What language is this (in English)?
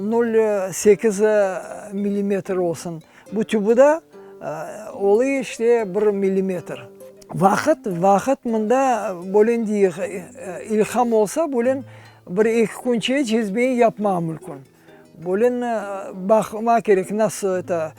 Crimean Tatar